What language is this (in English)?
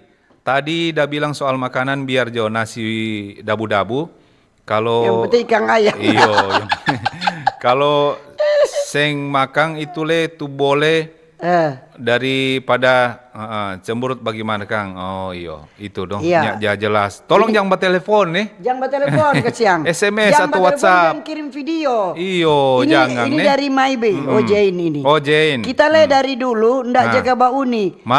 Manado Malay